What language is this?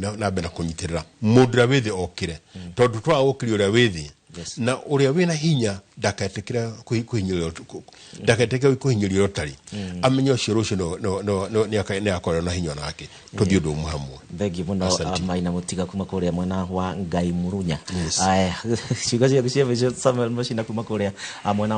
Kikuyu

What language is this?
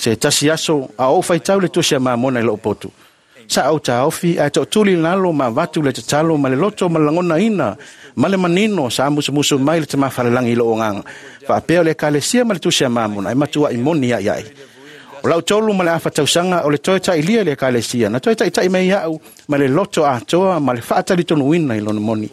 Samoan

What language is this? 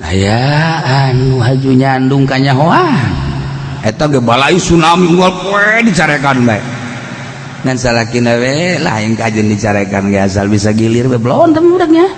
Sundanese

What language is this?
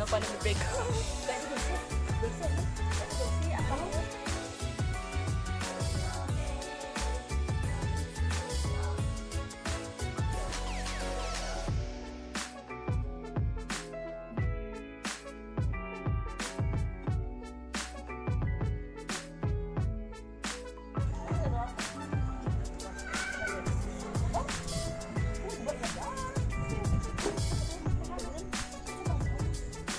Filipino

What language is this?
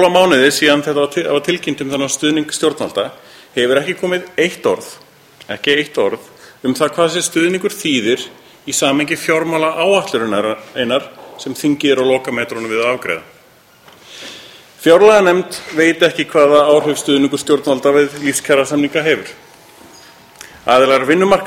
Icelandic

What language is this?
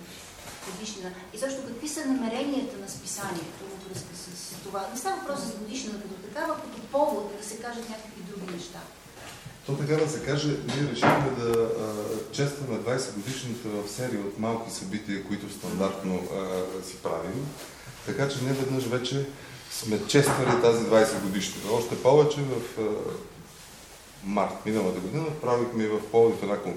Bulgarian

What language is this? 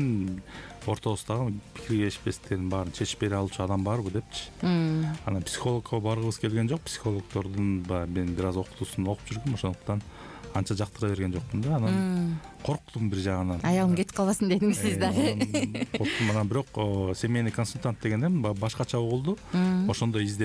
Kyrgyz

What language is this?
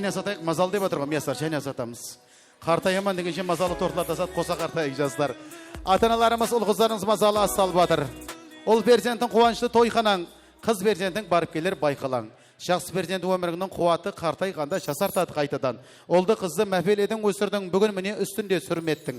Kara-Kalpak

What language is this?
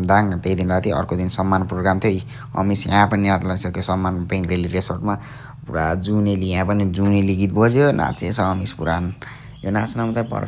Nepali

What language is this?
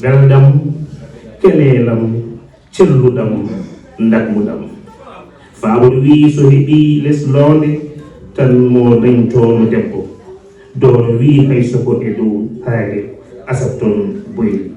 Fula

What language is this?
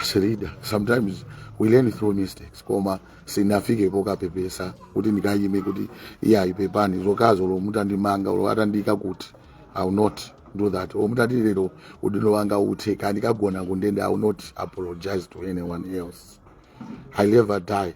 Nyanja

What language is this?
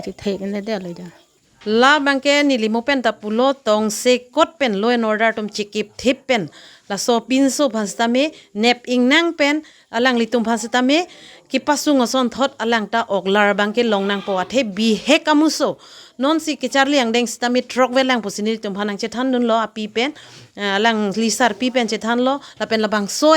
Karbi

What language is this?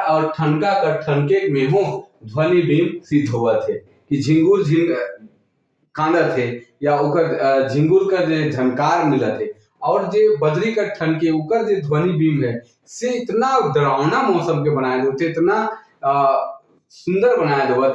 Sadri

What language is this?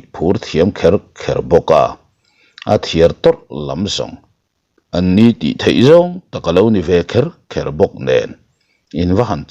Mizo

